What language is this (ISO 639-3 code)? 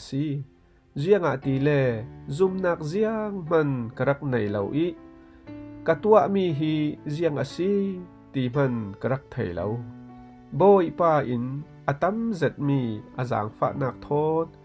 cfm